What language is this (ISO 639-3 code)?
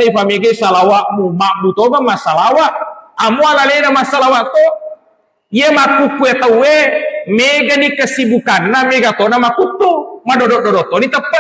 bug